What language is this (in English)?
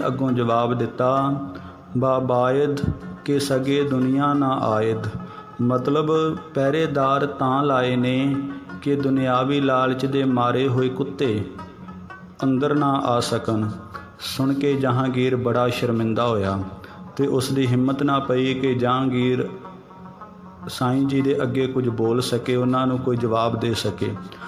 Punjabi